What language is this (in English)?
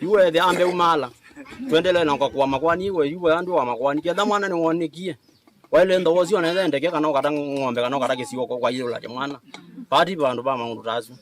Kamba